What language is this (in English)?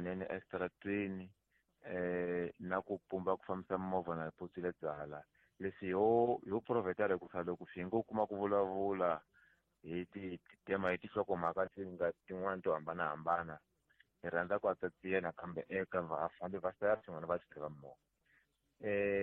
Tsonga